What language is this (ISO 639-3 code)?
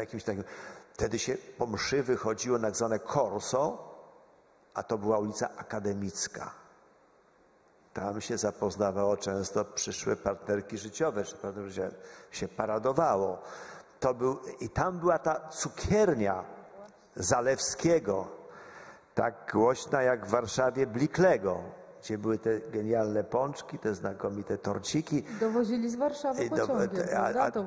pol